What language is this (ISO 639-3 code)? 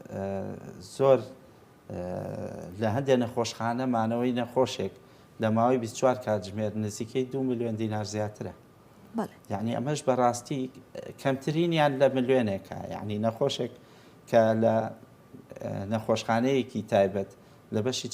ckb